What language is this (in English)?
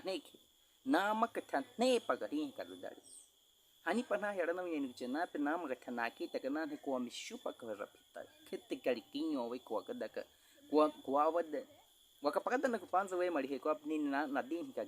Baniwa